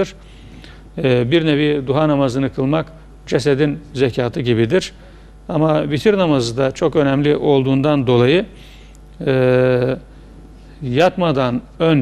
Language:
Turkish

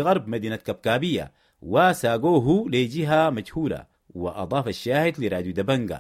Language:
Sudanese Arabic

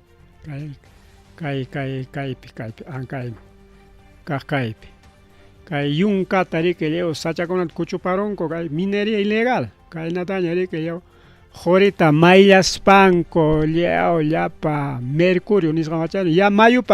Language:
Ayacucho Quechua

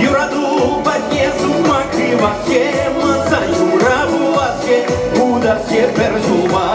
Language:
Chuvash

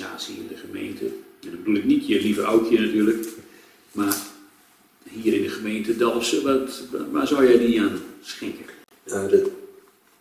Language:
Dutch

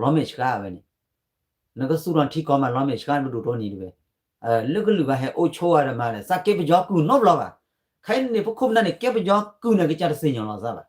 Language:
S'gaw Karen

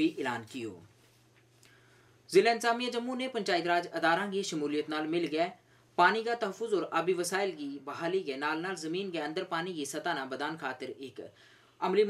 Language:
Gujari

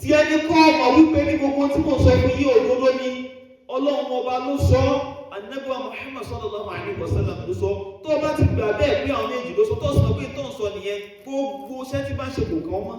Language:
Yoruba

